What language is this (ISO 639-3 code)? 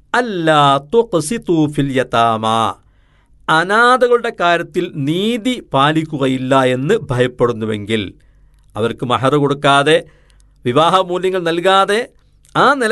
mal